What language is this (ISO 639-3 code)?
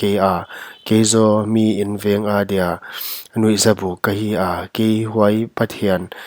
pck